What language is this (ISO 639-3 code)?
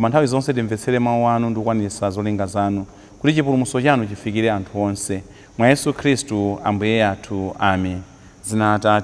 nya